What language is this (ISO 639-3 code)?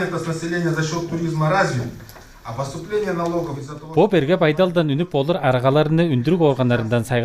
tyv